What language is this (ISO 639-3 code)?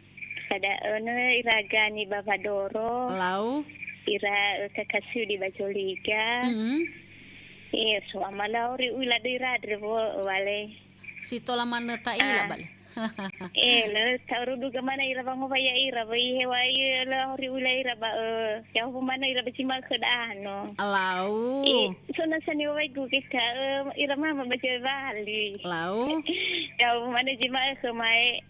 nia